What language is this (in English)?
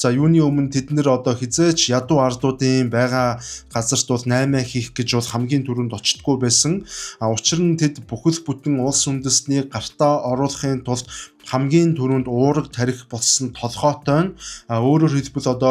Mongolian